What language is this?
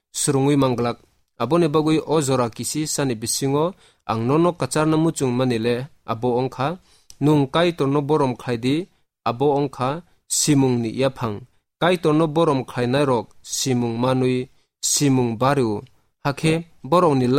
Kok Borok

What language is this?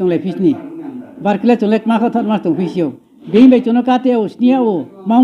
Riang (India)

